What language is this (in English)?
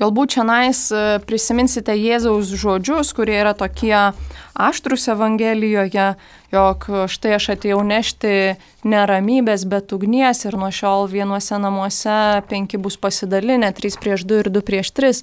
Lithuanian